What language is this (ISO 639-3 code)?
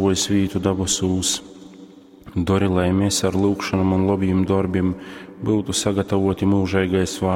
ltg